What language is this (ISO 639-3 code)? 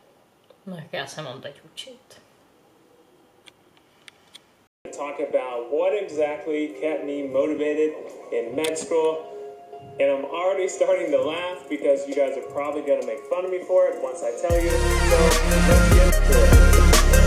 ces